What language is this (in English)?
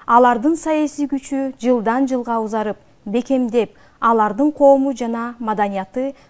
Kyrgyz